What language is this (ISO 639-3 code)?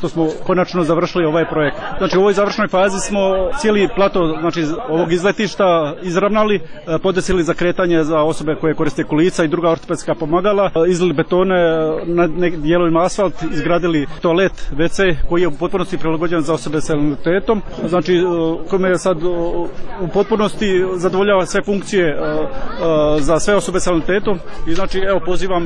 hrv